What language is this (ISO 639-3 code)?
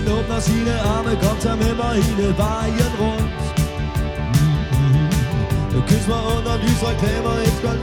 dan